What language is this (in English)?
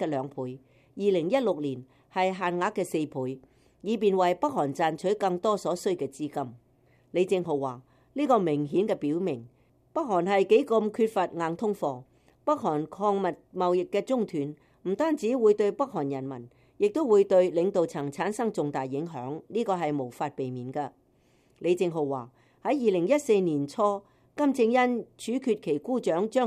Cantonese